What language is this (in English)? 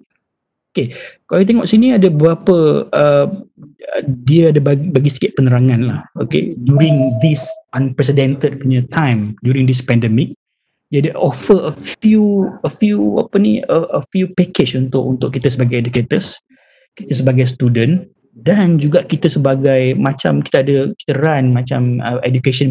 Malay